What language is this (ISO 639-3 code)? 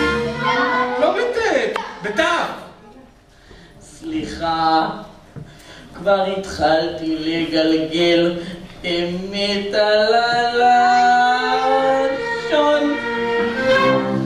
heb